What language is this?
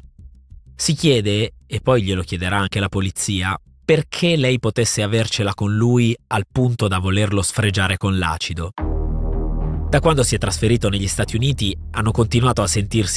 Italian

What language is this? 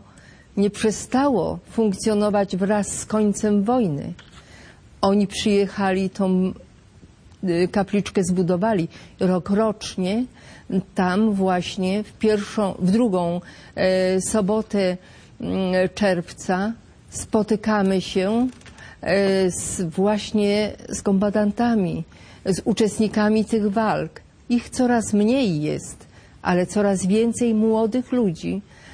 Polish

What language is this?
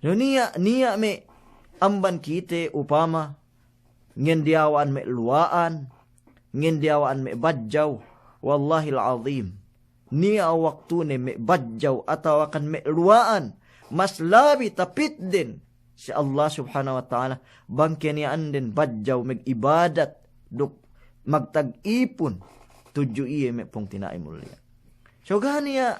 Yakan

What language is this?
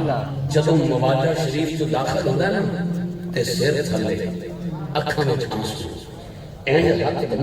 Saraiki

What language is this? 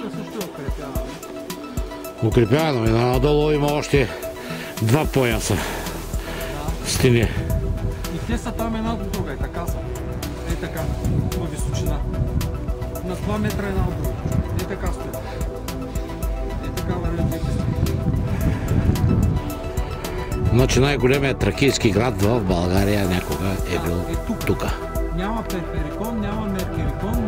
Bulgarian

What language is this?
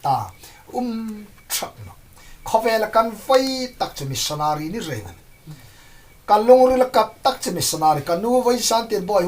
Hmar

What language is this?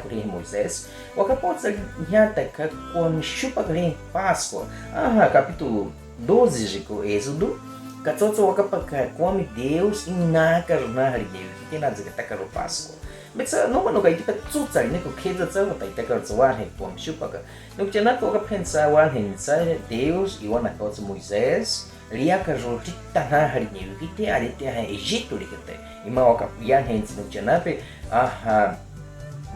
Baniwa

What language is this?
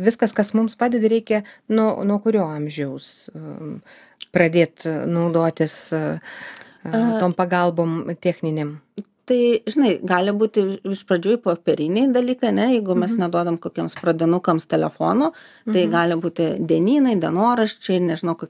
Lithuanian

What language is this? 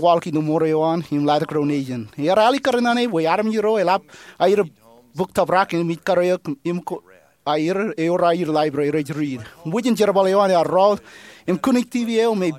Marshallese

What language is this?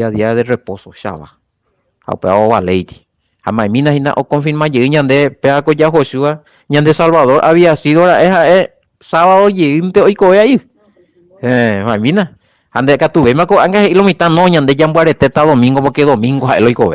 Guarani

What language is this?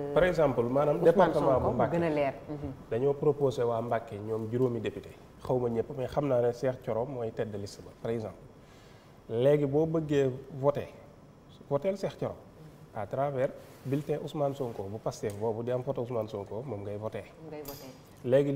Wolof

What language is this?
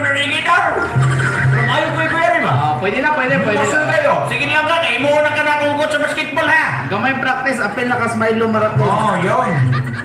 Cebuano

